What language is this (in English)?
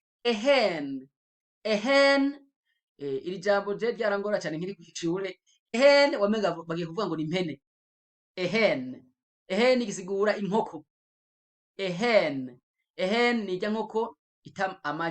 Rundi